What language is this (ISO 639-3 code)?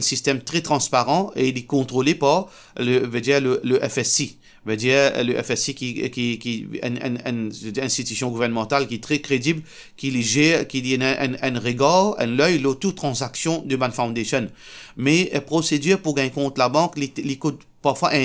mfe